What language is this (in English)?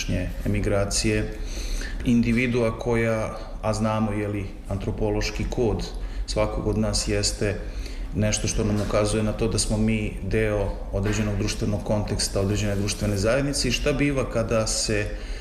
Serbian